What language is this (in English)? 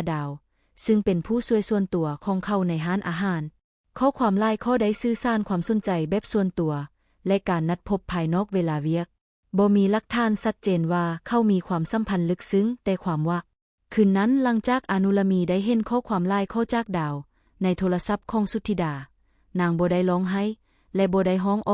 Lao